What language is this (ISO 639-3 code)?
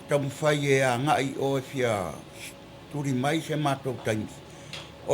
smo